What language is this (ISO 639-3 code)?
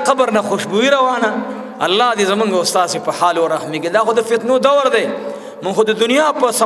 pus